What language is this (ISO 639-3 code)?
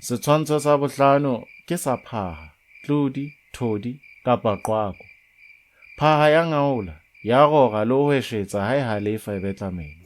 sot